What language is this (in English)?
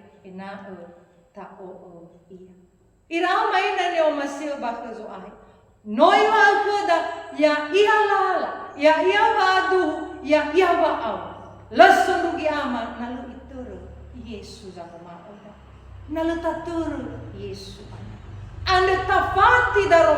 Nias